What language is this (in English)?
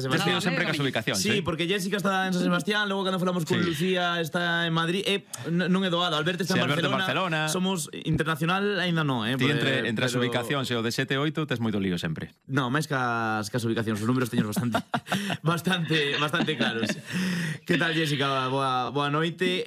Galician